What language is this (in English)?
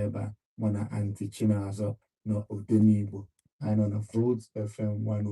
Igbo